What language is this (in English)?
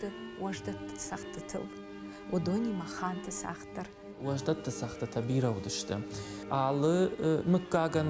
Ossetic